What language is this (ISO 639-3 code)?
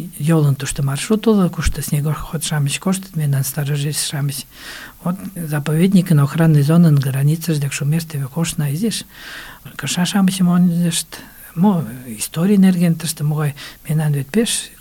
chm